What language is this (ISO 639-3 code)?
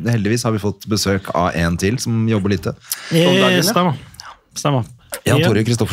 nor